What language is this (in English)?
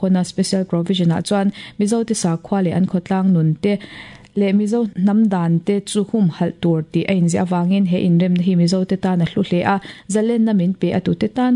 Mizo